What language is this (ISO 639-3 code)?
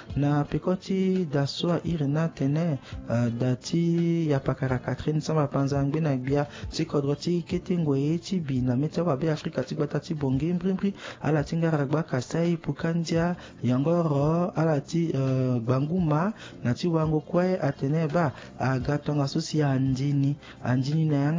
sag